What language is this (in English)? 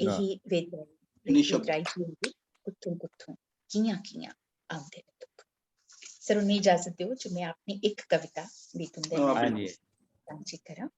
Dogri